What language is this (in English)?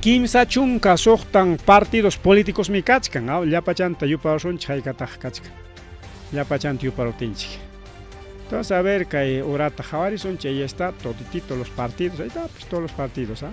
Ayacucho Quechua